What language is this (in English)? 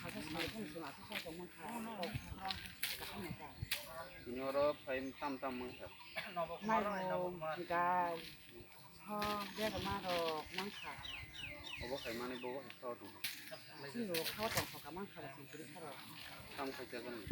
Kok Borok